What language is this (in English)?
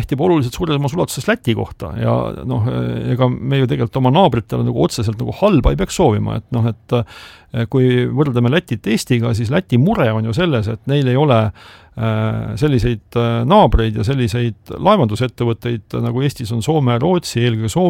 Estonian